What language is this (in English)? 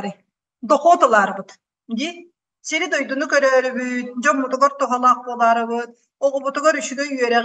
Yakut